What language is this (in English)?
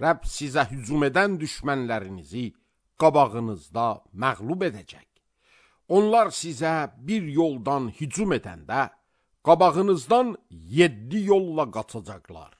Azerbaijani